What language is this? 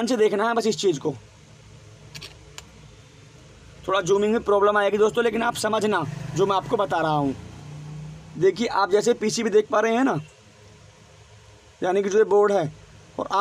Hindi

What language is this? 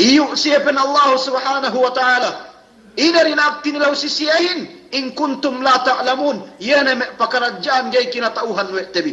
Yakan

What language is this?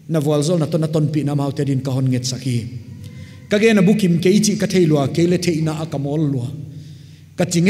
Paite Chin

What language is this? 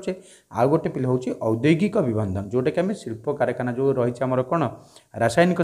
Odia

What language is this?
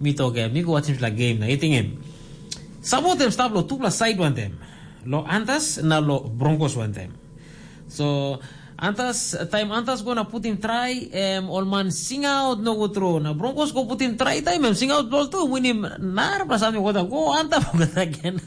Tok Pisin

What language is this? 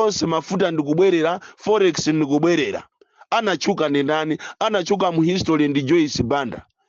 Nyanja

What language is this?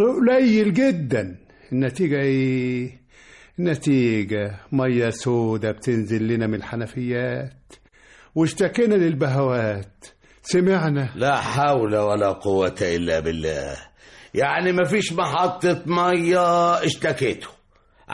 Egyptian Arabic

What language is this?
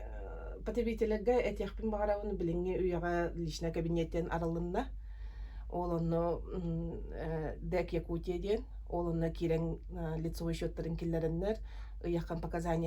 Yakut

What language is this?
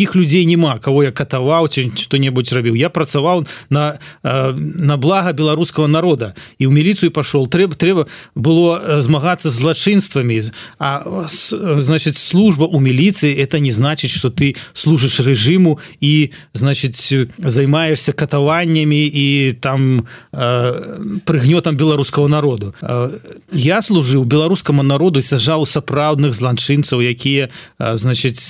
Belarusian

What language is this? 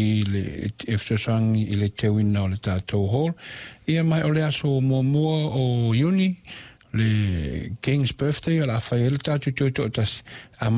Samoan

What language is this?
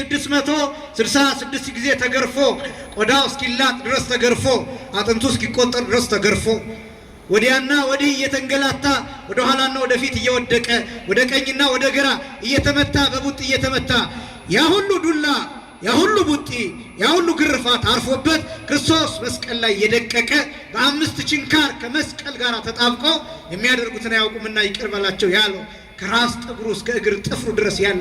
Amharic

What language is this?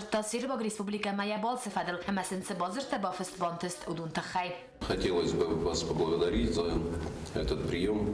Ossetic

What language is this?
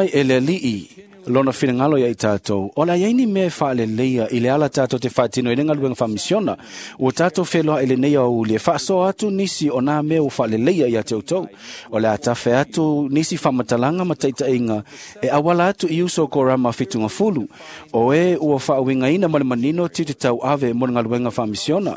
Samoan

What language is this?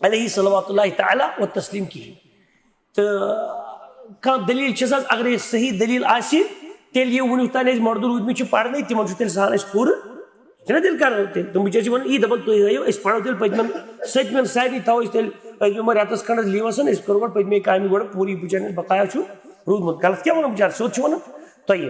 Kashmiri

